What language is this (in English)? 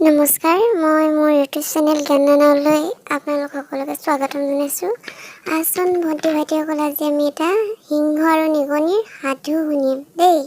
Assamese